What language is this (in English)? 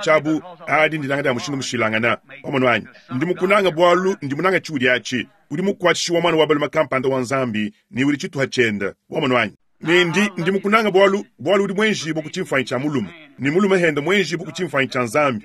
Luba-Lulua